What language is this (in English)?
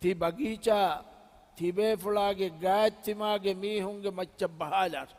Divehi